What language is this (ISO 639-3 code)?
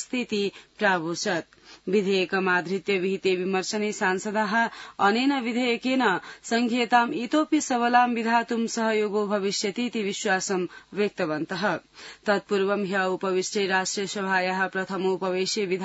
san